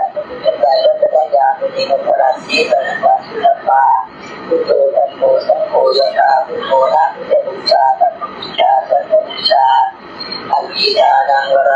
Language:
Pali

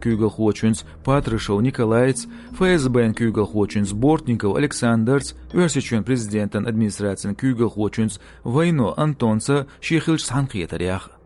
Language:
Chechen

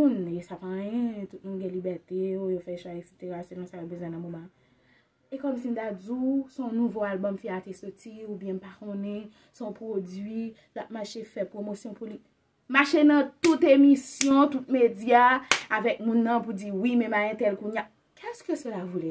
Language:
Haitian Creole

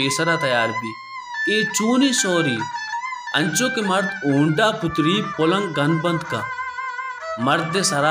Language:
Baluchi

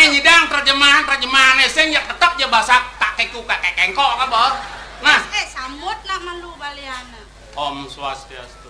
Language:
Balinese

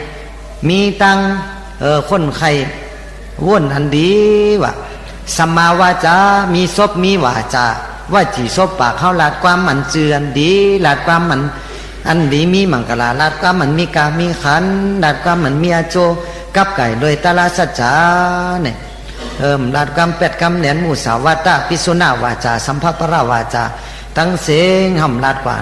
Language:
Shan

